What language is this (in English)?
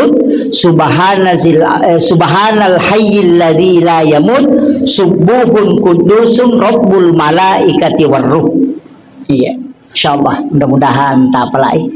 Buginese